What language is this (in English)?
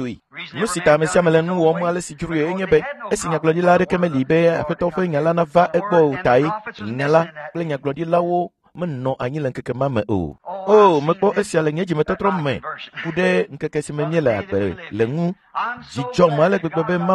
Ewe